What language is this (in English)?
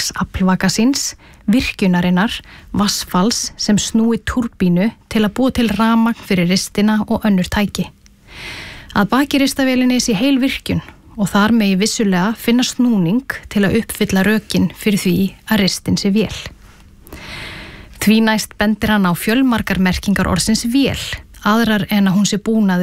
Icelandic